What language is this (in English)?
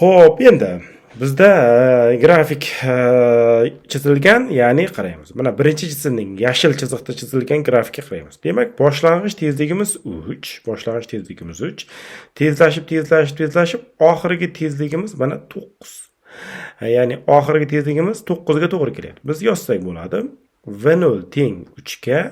Uzbek